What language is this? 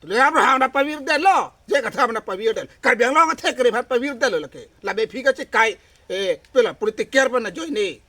Karbi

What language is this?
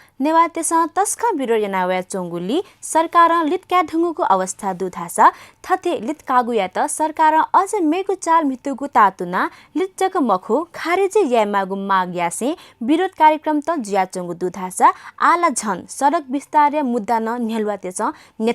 Newari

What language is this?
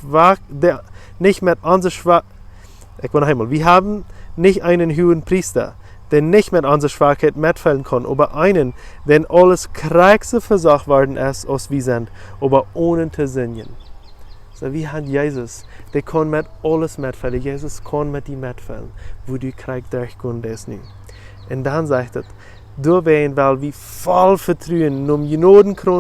Plautdietsch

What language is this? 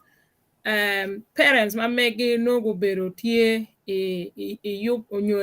Acoli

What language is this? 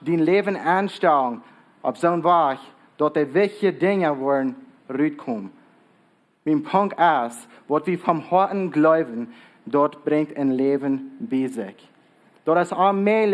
Plautdietsch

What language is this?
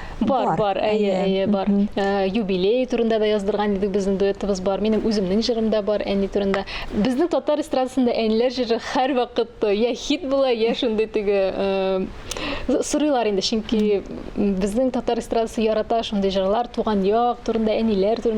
Tatar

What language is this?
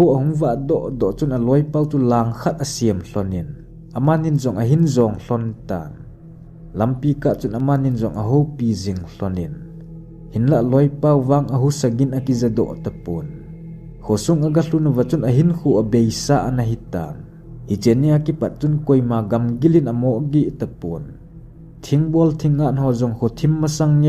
Thado Chin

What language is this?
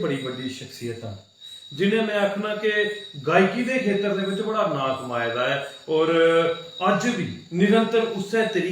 Dogri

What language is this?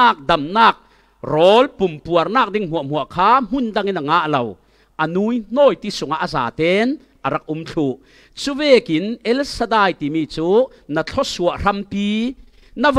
Falam Chin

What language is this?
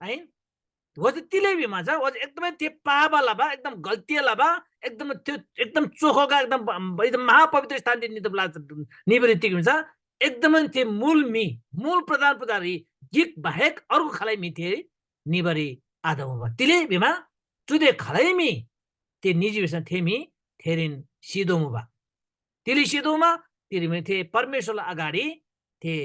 Eastern Tamang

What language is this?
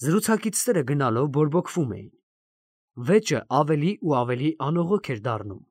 Armenian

